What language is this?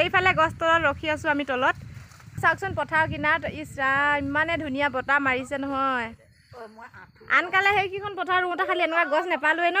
Assamese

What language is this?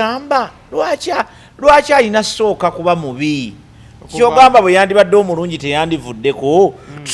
Ganda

